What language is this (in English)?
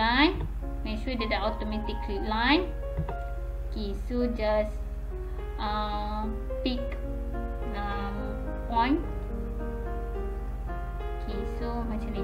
Malay